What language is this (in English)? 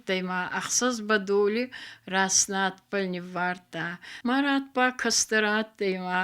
Ossetic